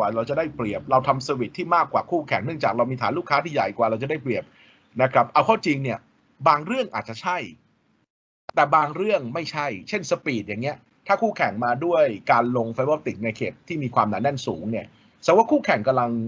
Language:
Thai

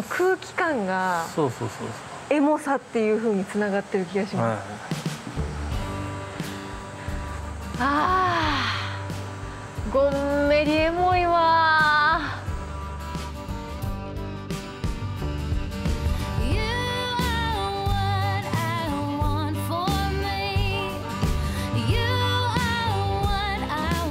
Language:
Japanese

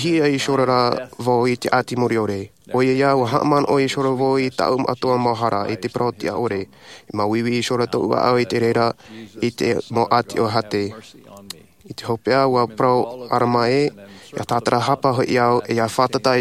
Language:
Tahitian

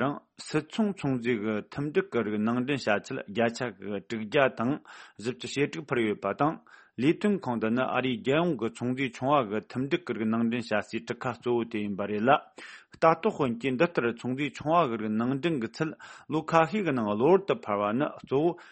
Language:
Tibetan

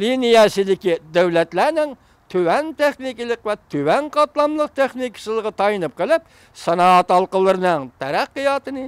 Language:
Uyghur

